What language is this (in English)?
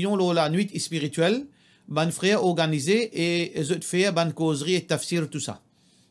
Morisyen